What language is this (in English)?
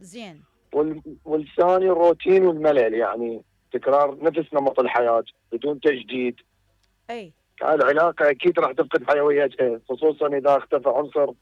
Mesopotamian Arabic